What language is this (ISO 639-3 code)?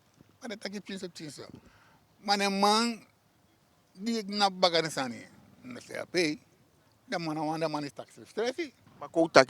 srn